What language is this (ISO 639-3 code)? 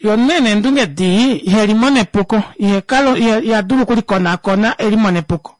kua